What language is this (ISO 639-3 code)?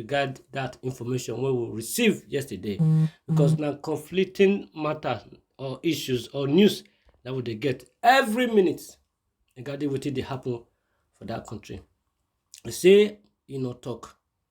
pcm